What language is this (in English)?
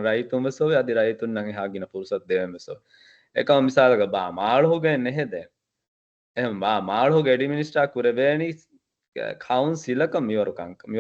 Divehi